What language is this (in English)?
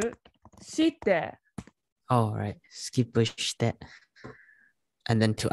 English